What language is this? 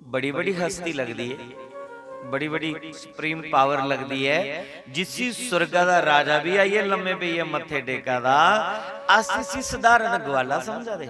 Dogri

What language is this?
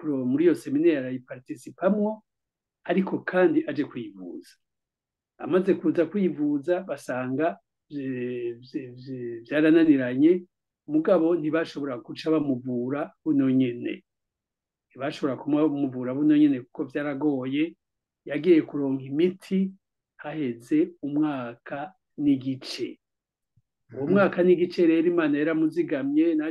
Rundi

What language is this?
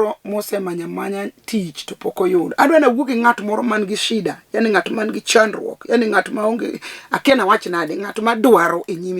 Luo (Kenya and Tanzania)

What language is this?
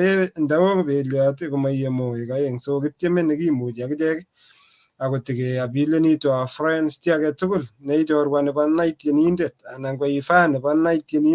Kalenjin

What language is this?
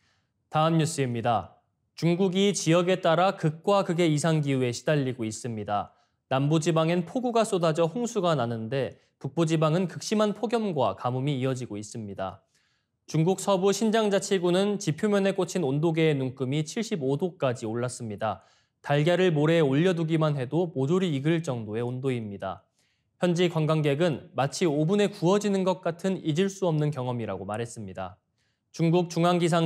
Korean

